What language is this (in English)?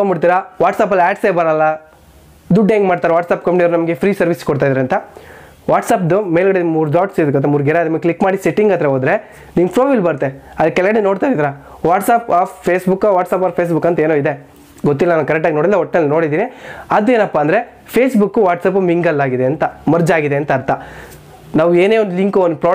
Kannada